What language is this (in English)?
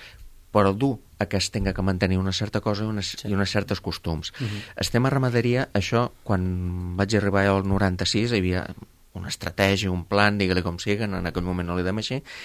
Catalan